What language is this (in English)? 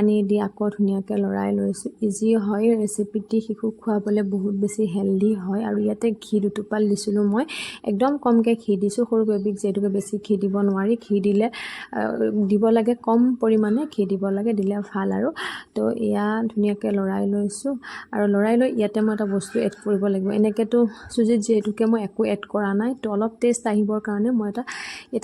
Assamese